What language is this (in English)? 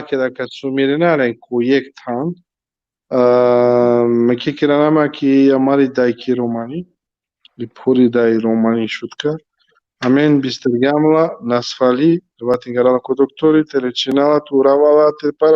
Balkan Romani